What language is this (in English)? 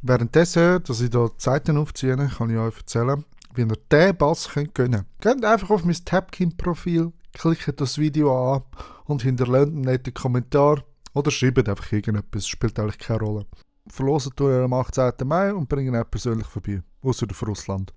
Swiss German